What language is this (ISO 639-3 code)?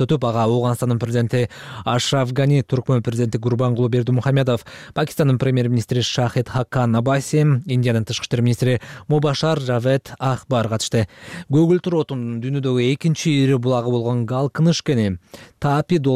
kir